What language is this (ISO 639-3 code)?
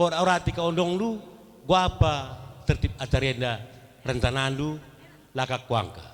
btx